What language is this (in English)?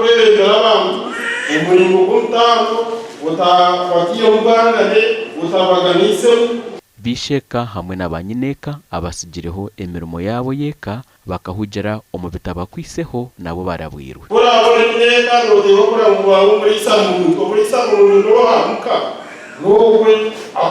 Nyankole